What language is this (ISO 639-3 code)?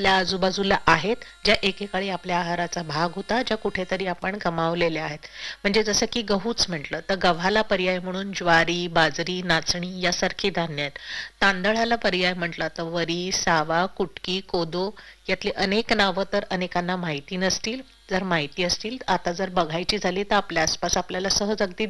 mar